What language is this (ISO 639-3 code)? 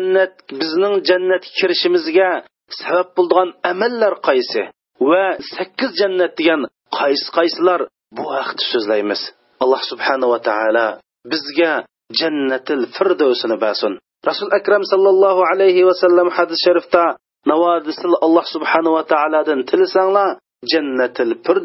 uig